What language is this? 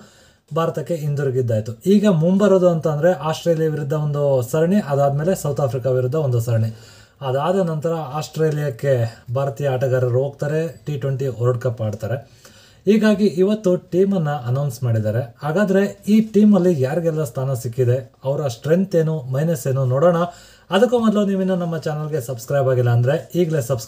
Kannada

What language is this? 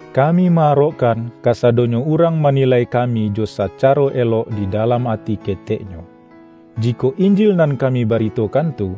Minangkabau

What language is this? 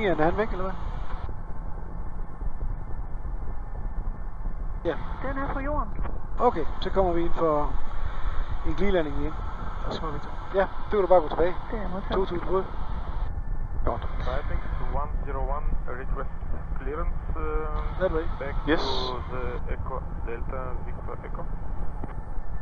Danish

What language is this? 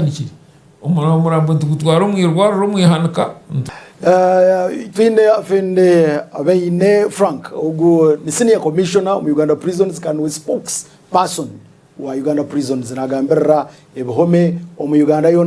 Nyankole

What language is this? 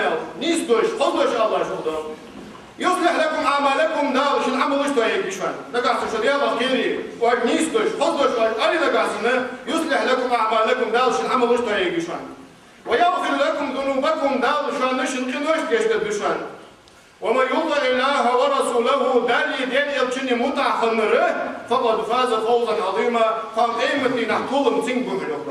Ingush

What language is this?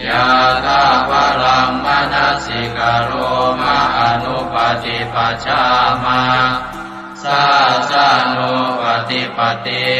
Pali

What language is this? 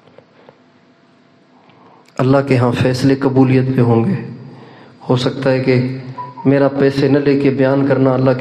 Urdu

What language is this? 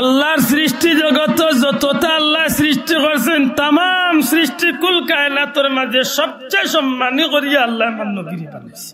Sylheti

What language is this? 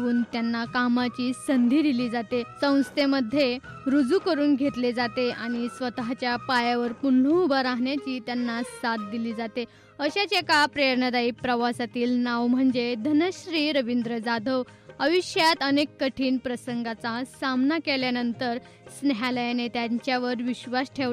Marathi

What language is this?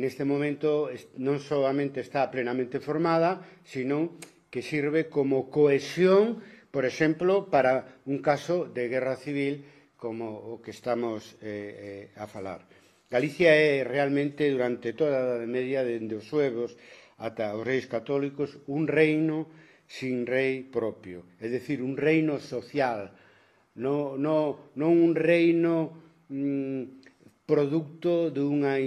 Galician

